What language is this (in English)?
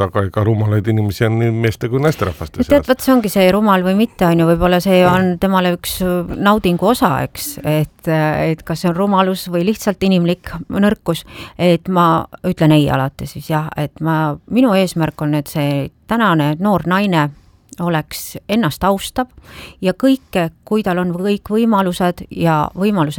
Estonian